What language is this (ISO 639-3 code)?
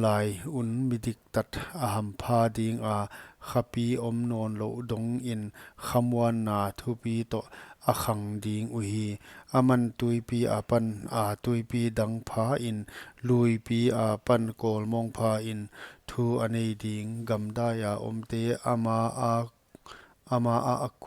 pck